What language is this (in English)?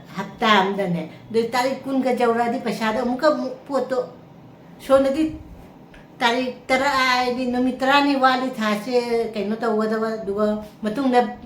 Manipuri